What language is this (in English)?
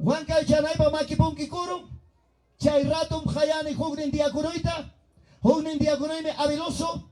Ayacucho Quechua